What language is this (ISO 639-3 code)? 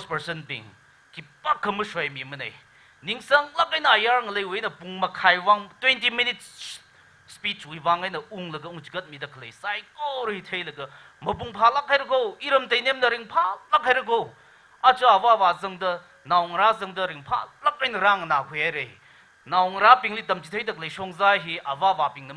nmf